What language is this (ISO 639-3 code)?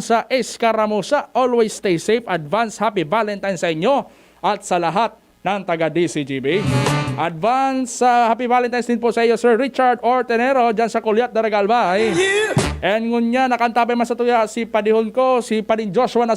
bik